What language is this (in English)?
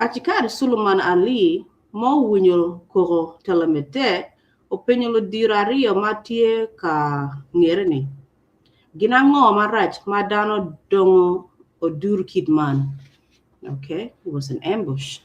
Acoli